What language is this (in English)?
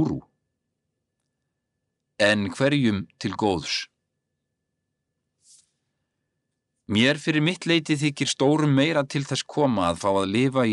Icelandic